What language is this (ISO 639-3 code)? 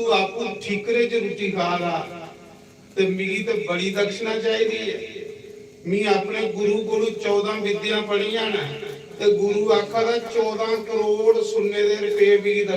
doi